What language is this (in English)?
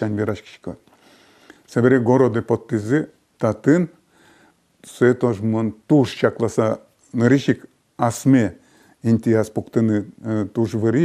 Udmurt